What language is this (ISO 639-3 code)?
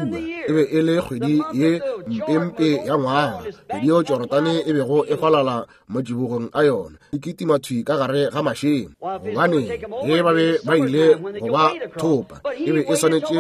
nso